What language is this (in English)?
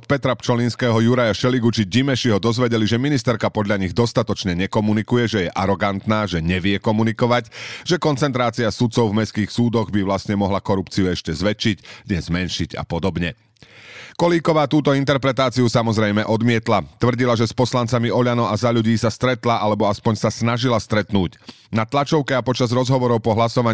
Slovak